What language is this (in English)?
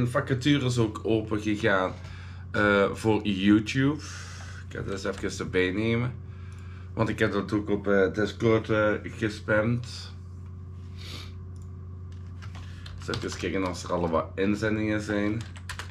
Dutch